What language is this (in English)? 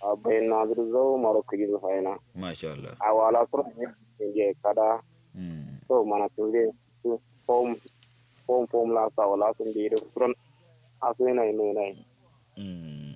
Kanuri